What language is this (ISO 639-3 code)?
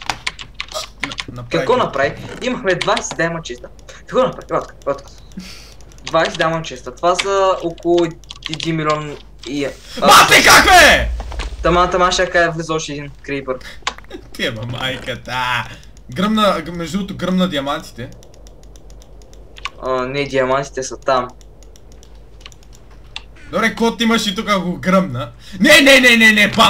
bul